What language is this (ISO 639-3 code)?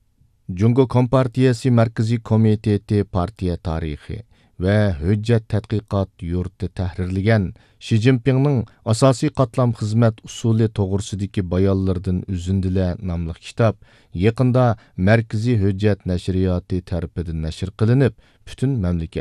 uig